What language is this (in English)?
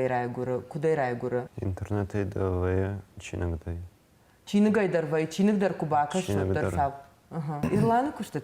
Ossetic